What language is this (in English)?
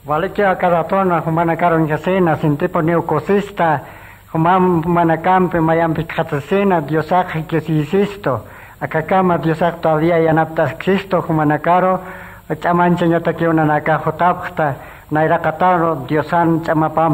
Aymara